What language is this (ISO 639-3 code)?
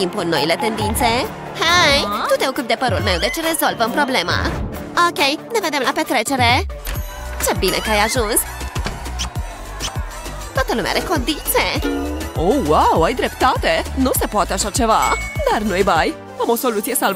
ron